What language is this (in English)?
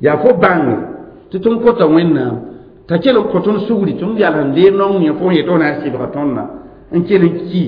Mossi